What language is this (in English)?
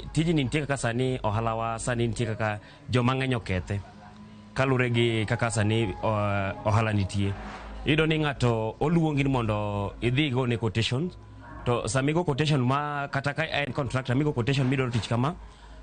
Luo (Kenya and Tanzania)